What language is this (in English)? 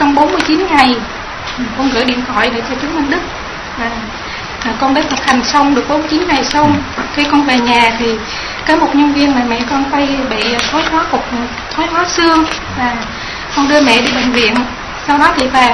Vietnamese